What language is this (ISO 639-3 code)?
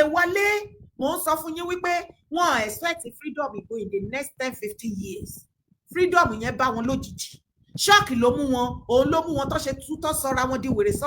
yor